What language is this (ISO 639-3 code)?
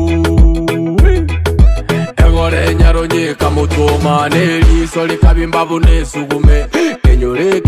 guz